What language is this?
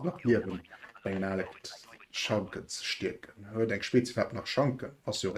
Luxembourgish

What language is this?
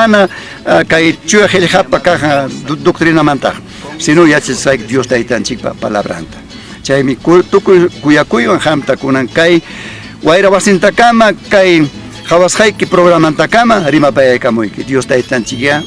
Ayacucho Quechua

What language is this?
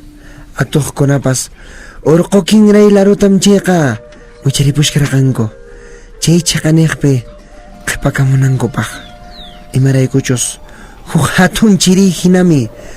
Quechua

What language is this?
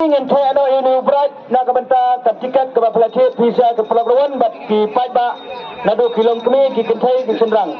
Khasi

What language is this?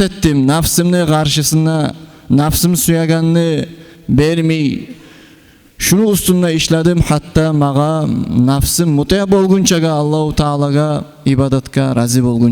Kumyk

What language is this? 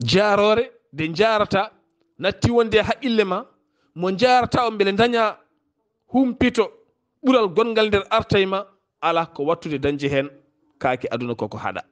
Fula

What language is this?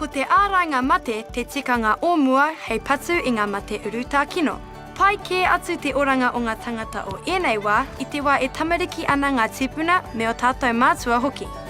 Māori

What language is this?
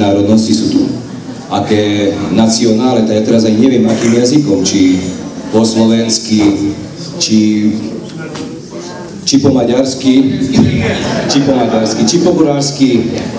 Slovak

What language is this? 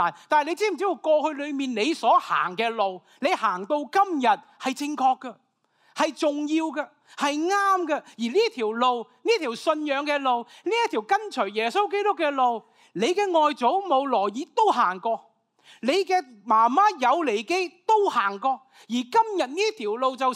Cantonese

